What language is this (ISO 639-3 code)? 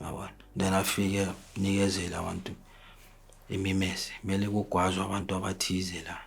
zul